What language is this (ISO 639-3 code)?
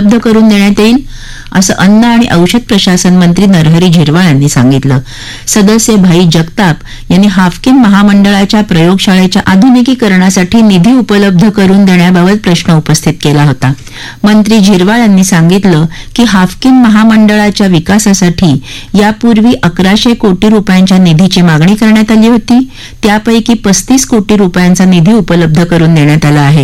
mar